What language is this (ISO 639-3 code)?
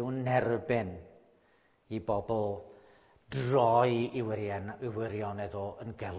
cym